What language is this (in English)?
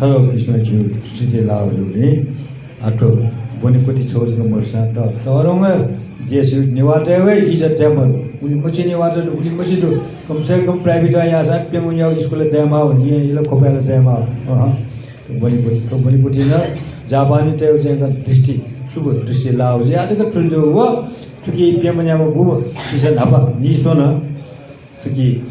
Newari